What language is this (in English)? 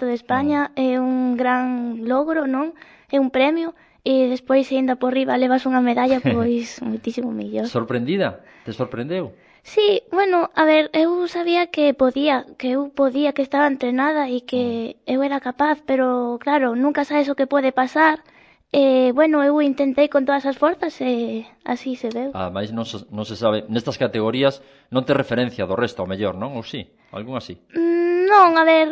Galician